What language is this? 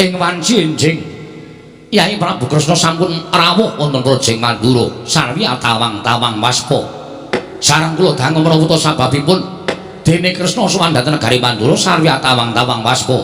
Javanese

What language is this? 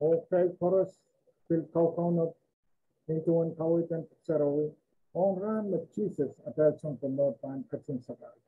Pohnpeian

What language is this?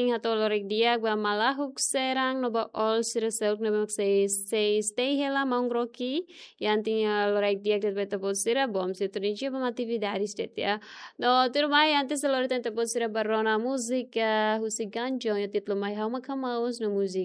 Tetum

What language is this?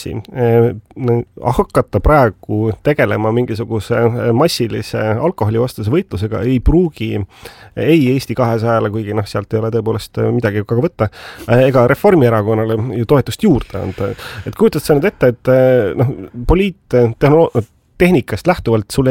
Estonian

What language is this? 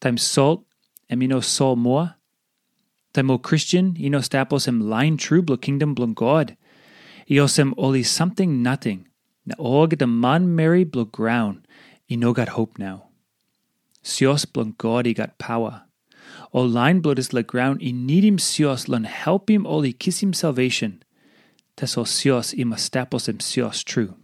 Tok Pisin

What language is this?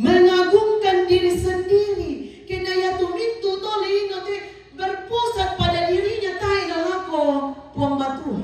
Toraja-Sa'dan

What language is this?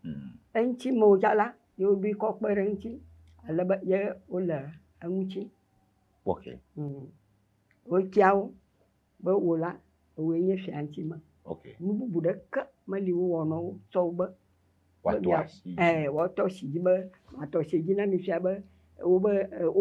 Ewe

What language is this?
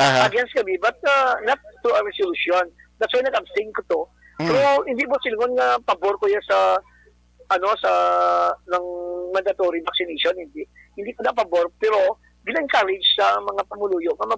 Hiligaynon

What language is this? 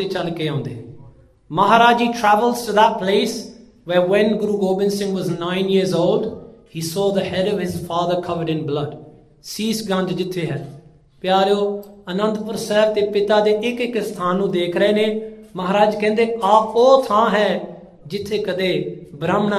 Punjabi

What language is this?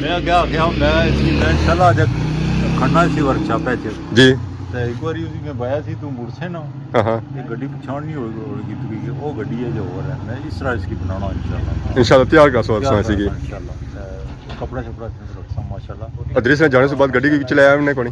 Pahari-Potwari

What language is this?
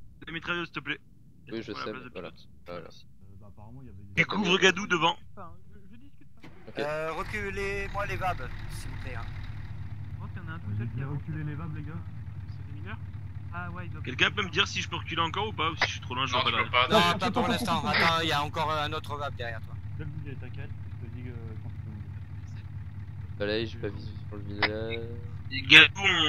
French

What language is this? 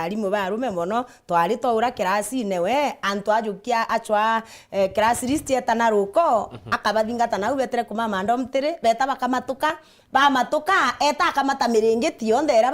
Meru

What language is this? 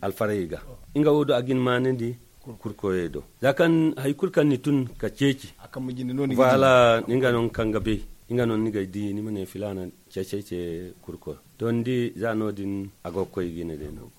Zarma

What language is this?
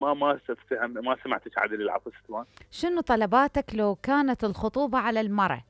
Mesopotamian Arabic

